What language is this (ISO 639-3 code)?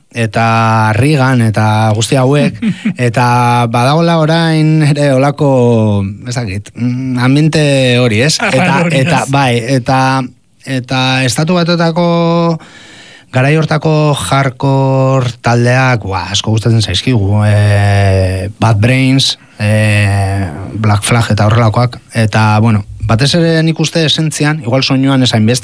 eus